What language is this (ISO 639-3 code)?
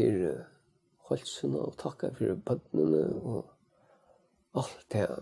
fao